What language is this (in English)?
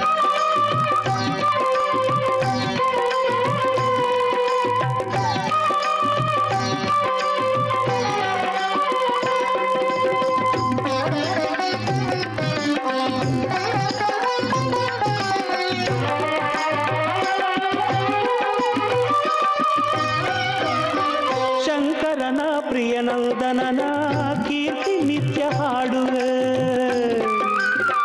Kannada